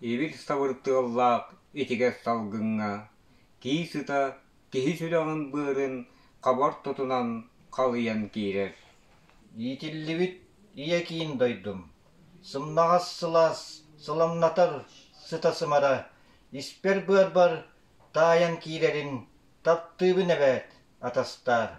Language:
Yakut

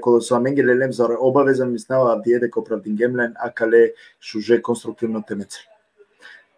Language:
Balkan Romani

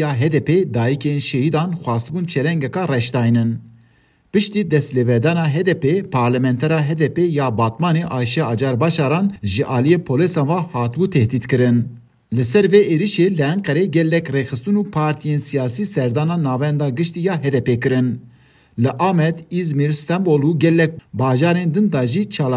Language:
Kurdish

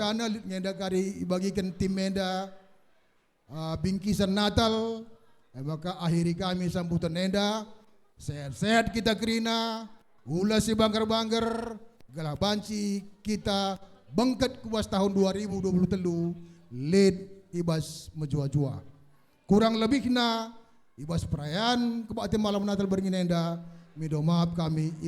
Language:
Batak Karo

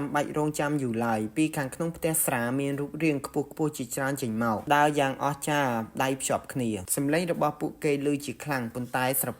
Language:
Khmer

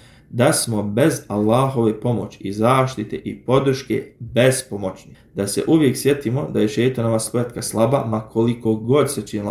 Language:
Bosnian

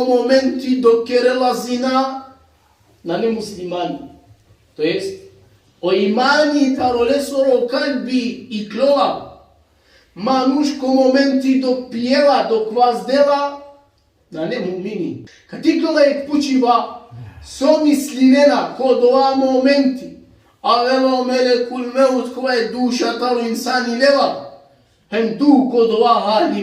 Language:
Balkan Romani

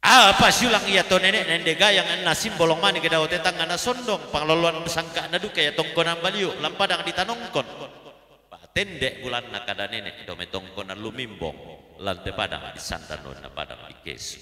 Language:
Toraja-Sa'dan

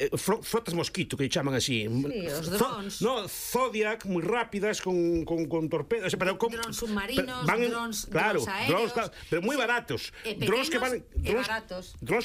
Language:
Galician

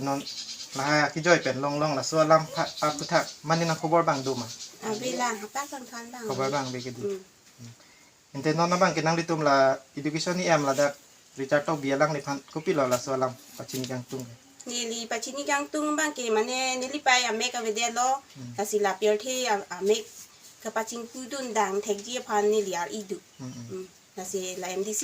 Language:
Karbi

